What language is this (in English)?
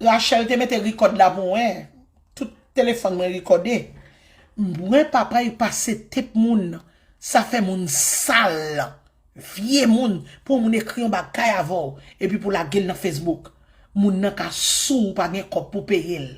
Haitian Creole